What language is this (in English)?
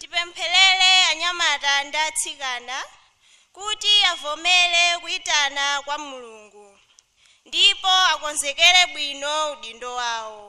Nyanja